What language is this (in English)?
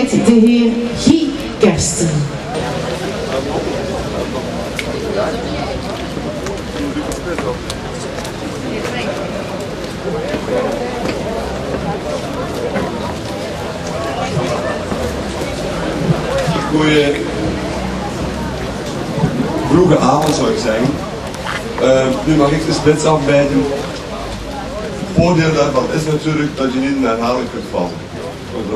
Dutch